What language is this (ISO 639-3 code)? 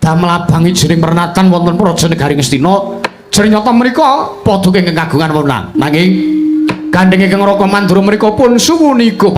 jav